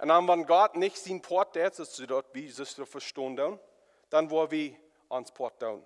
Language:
Plautdietsch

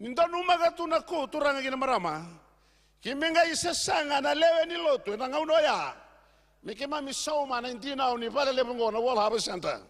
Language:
Fijian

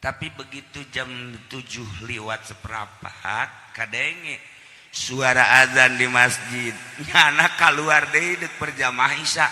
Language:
Sundanese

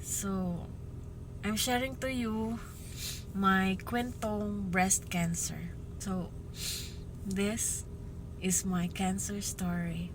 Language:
Cebuano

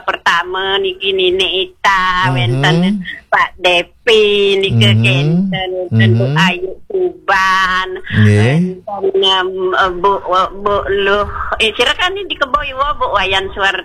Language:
Balinese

